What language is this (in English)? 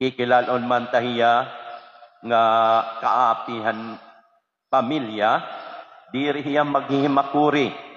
Waray